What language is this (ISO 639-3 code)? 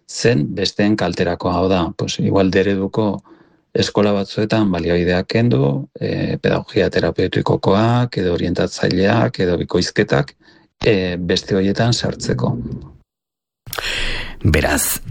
eus